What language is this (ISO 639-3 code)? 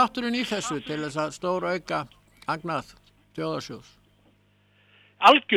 isl